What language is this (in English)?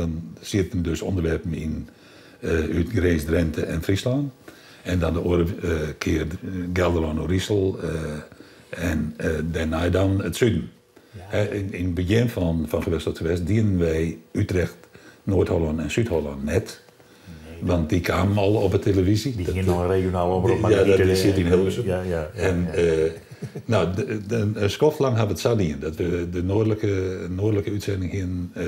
Western Frisian